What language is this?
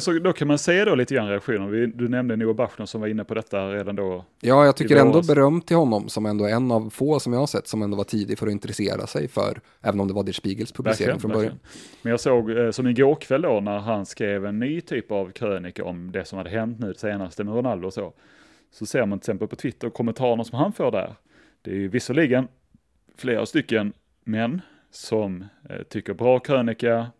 Swedish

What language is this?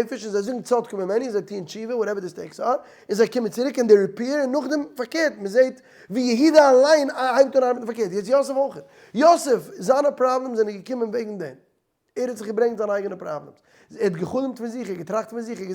Yiddish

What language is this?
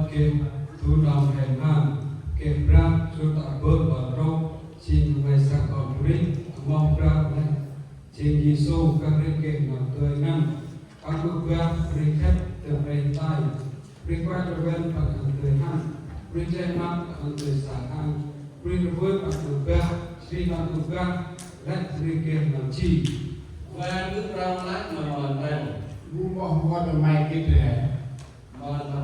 Central Mnong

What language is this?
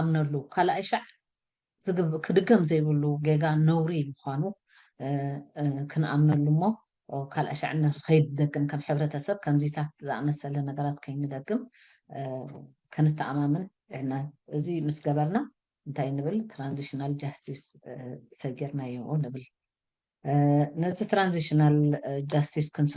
Tigrinya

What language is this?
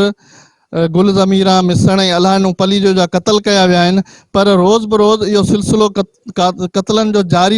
Sindhi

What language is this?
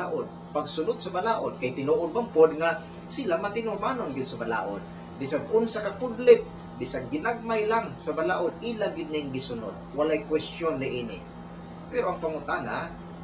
Cebuano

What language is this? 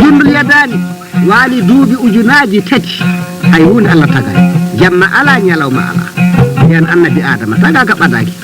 Fula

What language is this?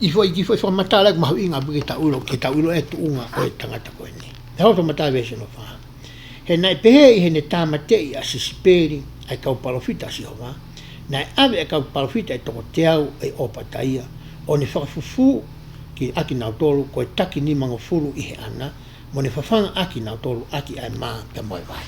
Tongan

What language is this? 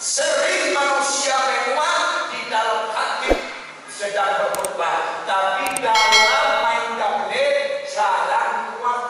Minangkabau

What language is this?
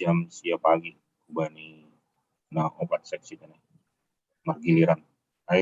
Batak Simalungun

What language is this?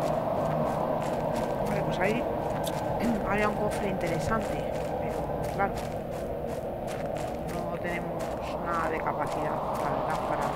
Spanish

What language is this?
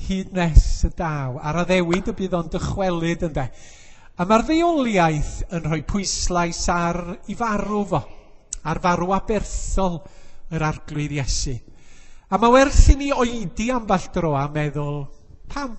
Welsh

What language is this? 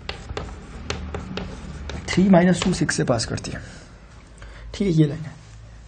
Hindi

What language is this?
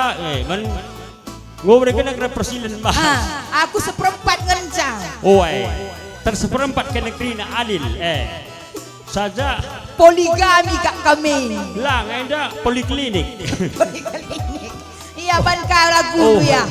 Batak Karo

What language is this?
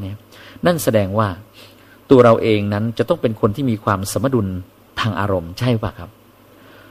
Thai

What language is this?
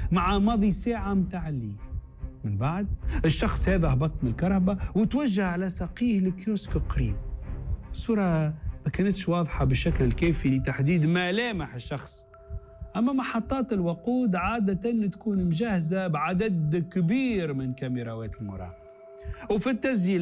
Tunisian Arabic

